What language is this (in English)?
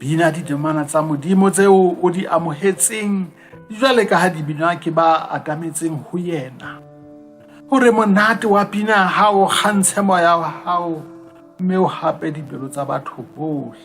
Southern Sotho